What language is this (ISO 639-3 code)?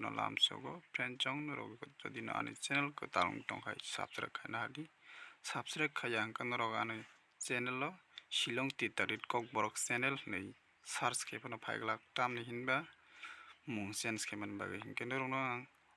trp